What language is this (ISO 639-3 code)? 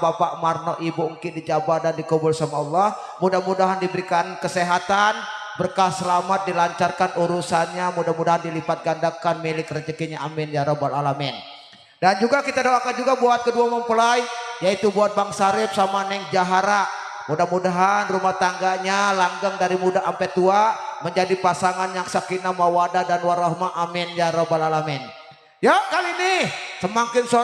bew